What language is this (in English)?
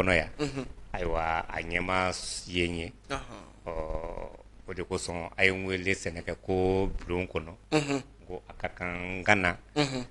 Bambara